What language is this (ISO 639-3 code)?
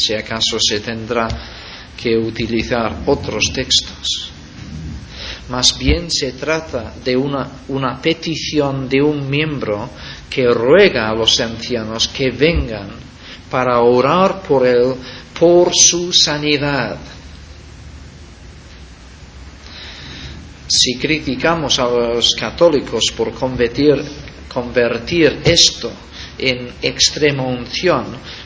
spa